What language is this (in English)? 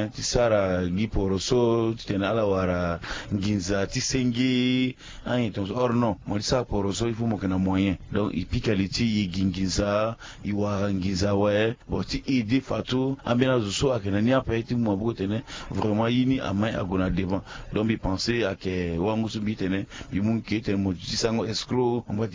Sango